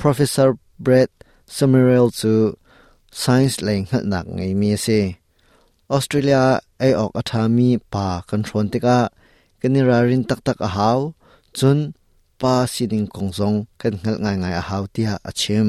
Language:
Hakha Chin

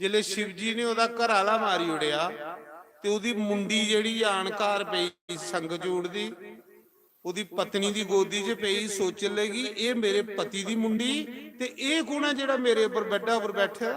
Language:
Dogri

